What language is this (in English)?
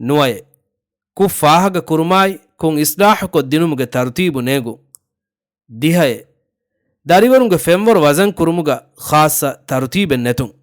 Divehi